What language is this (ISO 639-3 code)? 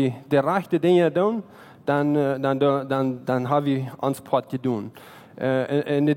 pdt